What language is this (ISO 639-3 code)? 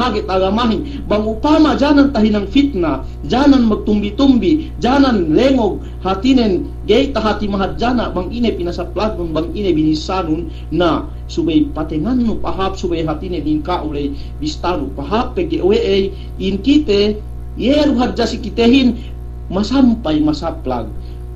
yka